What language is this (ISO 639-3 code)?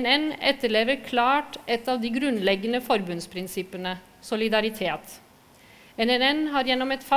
nor